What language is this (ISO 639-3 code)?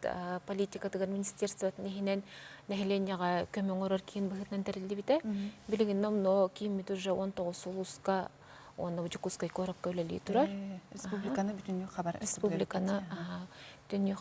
sah